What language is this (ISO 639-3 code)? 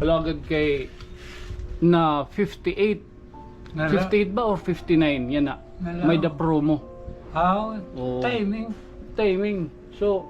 war